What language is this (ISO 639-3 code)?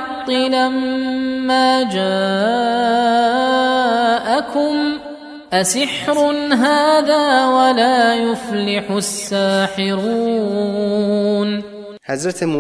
tuk